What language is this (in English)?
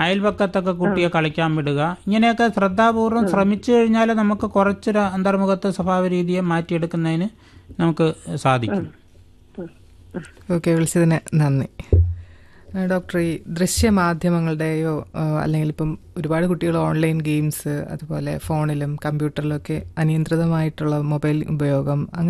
Malayalam